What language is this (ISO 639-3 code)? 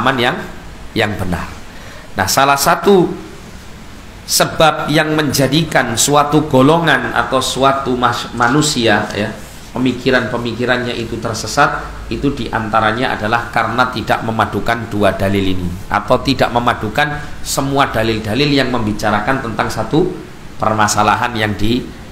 ind